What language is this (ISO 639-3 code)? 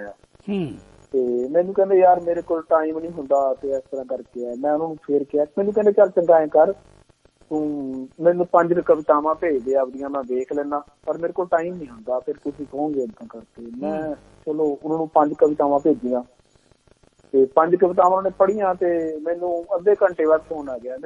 pan